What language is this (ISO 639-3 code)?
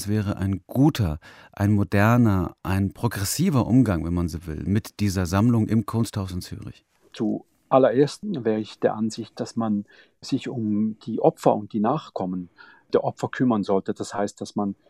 deu